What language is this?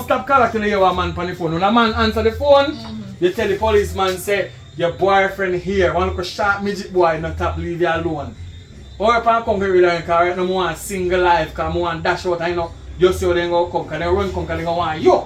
Jamaican Creole English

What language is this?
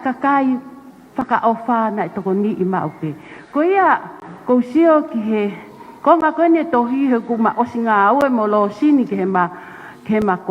Tongan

